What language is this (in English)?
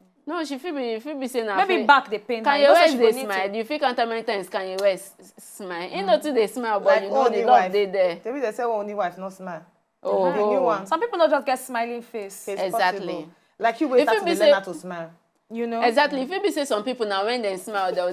Nigerian Pidgin